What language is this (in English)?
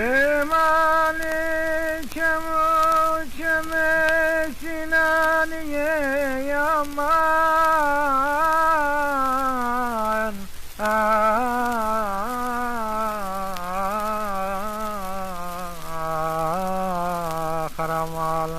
Kurdish